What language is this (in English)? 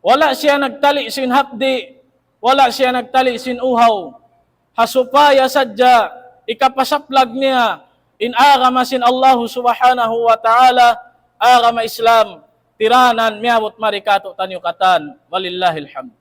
Tausug